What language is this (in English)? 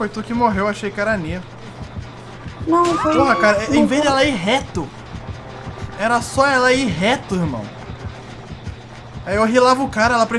Portuguese